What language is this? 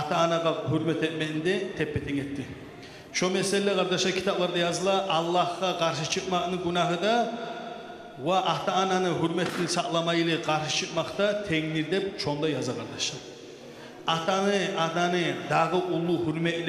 Kumyk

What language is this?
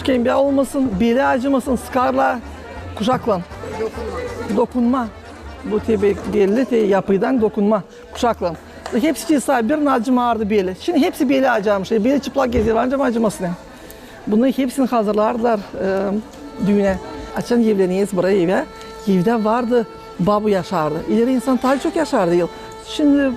Gagauz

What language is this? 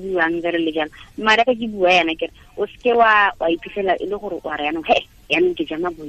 Tswana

